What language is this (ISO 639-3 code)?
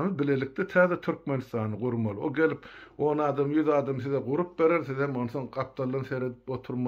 tuk